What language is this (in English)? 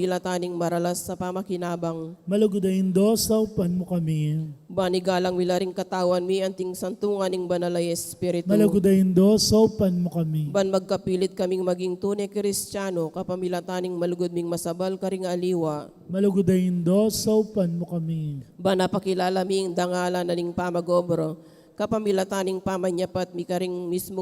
Pampanga